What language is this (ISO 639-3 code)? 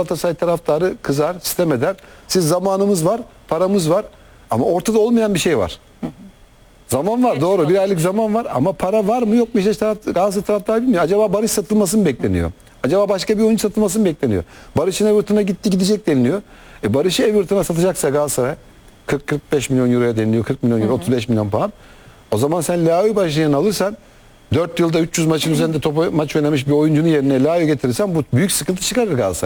tur